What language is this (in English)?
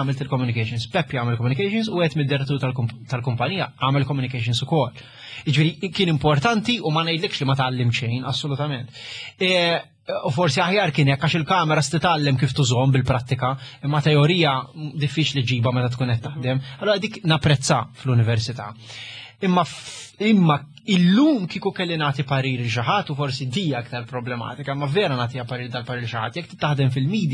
Maltese